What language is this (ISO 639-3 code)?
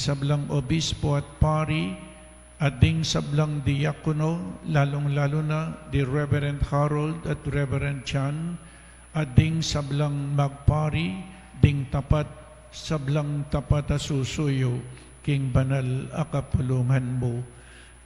pam